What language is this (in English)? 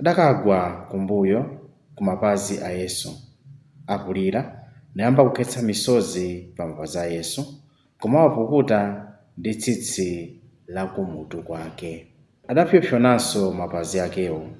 Nyanja